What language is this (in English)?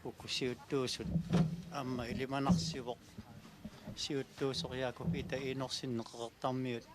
Kalaallisut